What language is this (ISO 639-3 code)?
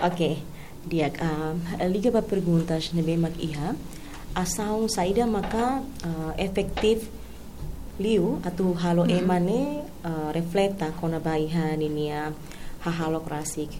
tet